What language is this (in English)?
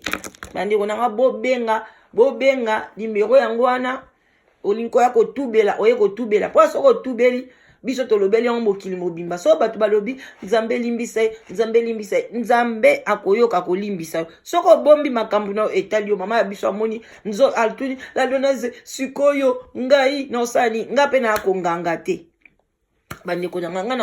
Lingala